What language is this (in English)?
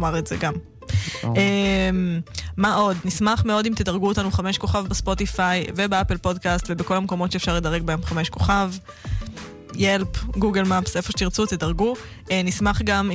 Hebrew